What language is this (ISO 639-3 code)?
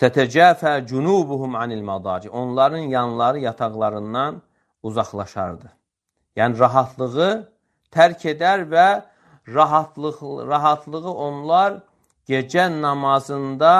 aze